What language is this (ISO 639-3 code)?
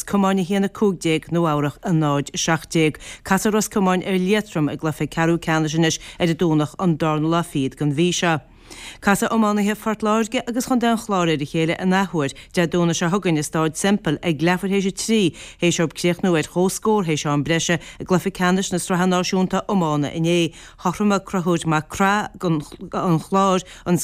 gle